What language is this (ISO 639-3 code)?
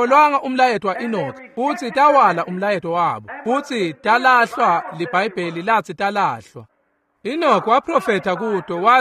ssw